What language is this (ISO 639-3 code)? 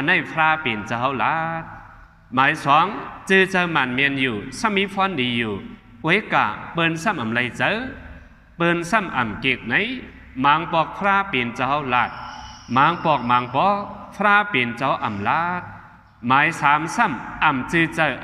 shn